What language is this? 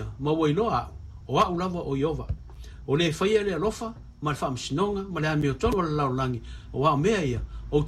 Samoan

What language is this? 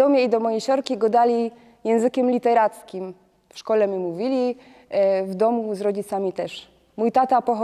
Silesian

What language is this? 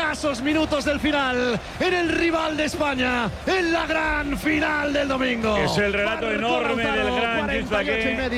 Spanish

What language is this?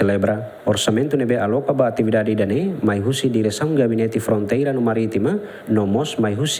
Tetum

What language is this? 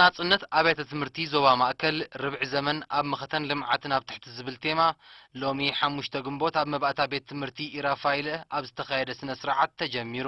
Tigrinya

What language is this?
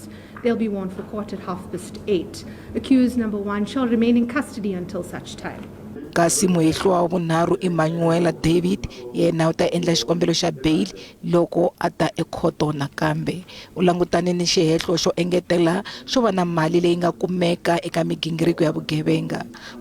Tsonga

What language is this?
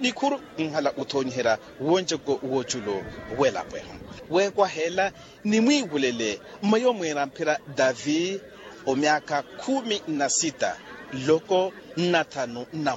Makhuwa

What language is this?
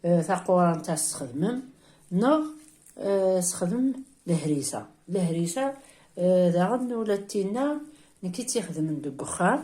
Kabyle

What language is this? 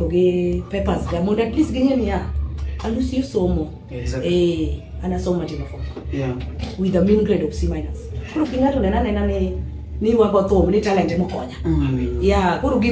Luo (Kenya and Tanzania)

